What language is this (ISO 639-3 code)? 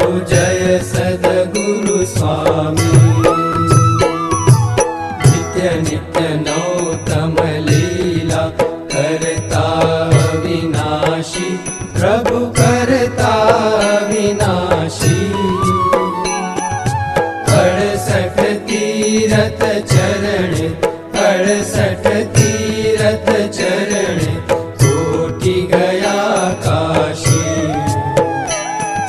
guj